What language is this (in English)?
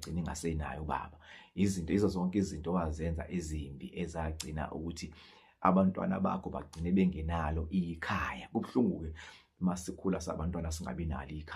Zulu